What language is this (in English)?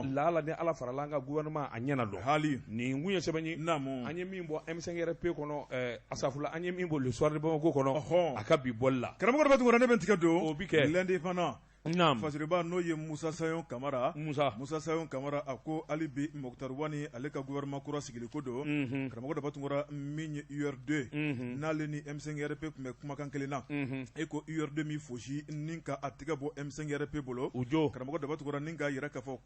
Bambara